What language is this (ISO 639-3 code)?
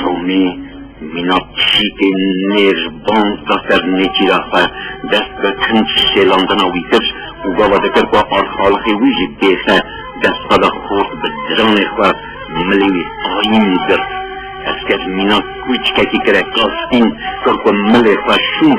kur